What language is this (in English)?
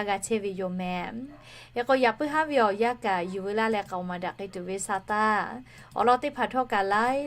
Lahu